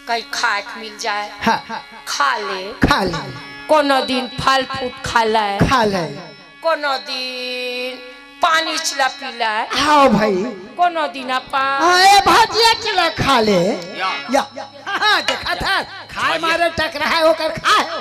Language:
Chhattisgarhi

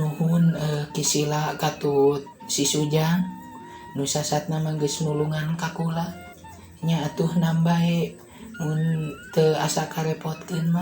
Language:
Sundanese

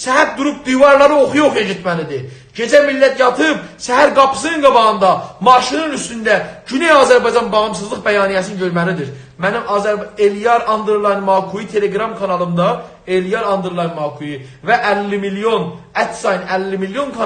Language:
South Azerbaijani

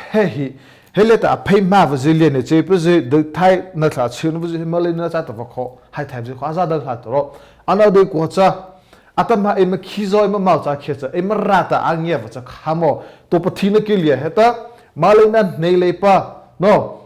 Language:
Mara Chin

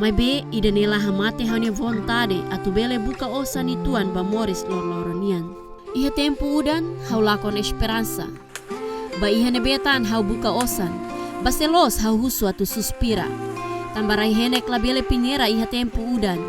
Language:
Tetum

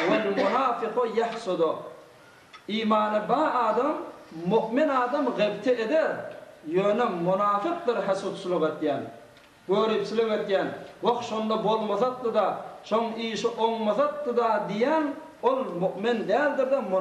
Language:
Turkmen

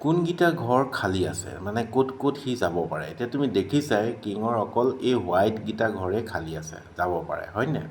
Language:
Assamese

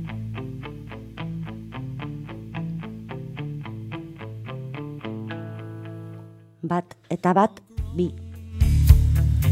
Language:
Basque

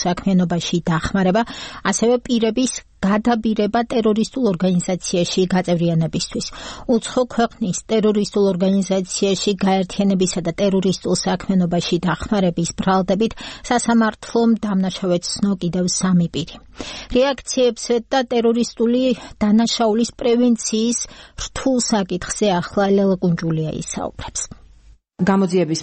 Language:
Georgian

